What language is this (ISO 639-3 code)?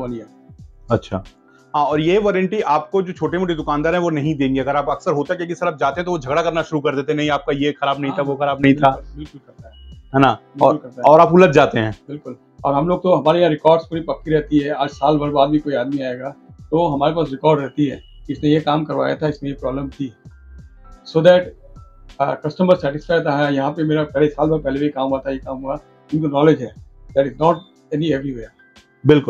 hin